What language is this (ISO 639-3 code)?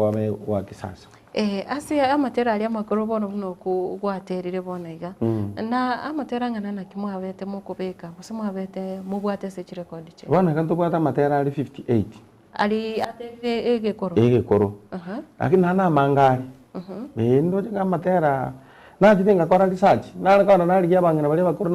guz